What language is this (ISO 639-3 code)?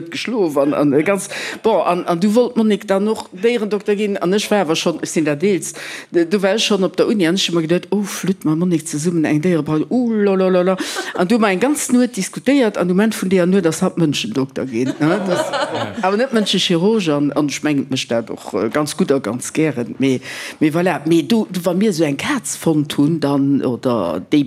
ltz